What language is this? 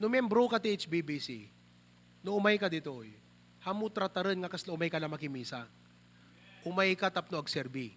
Iloko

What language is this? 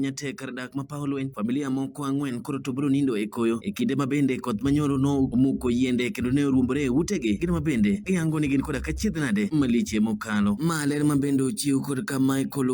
Luo (Kenya and Tanzania)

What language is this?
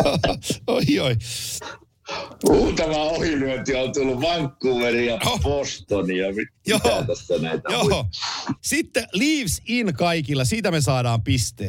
Finnish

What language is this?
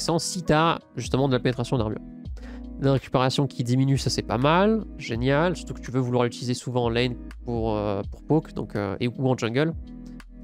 French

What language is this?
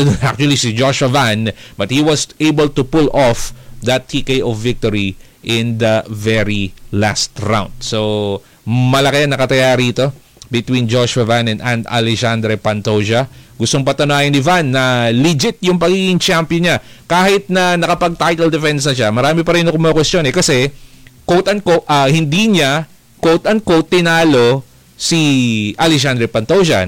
Filipino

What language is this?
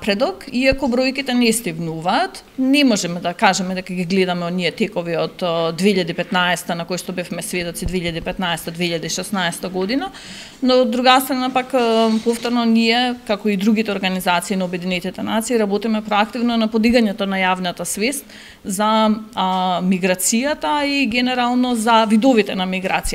Macedonian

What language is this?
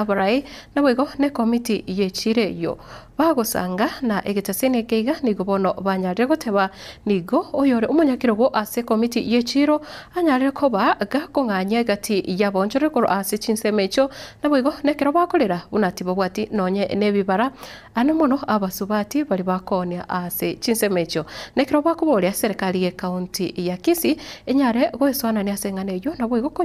Gusii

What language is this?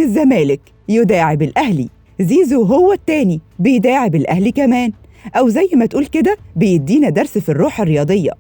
Egyptian Arabic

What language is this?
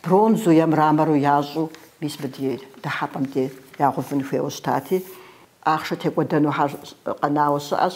Kabardian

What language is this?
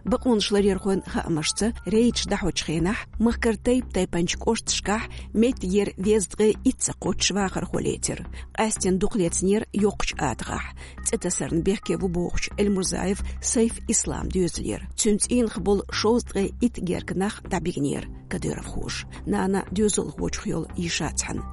Chechen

